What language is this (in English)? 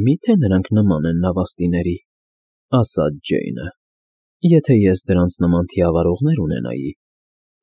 Armenian